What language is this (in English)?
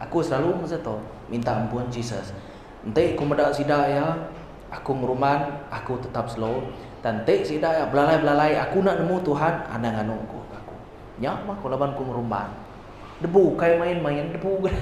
Iban